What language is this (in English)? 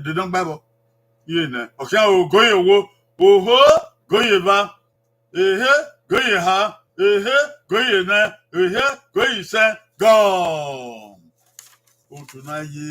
Bini